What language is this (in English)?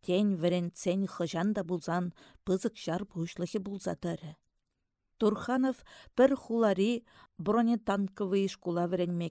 Chuvash